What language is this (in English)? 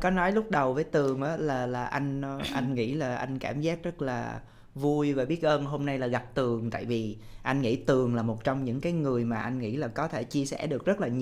Vietnamese